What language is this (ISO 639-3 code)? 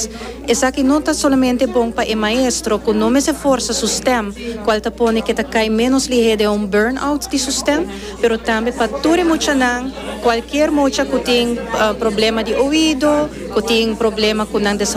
pap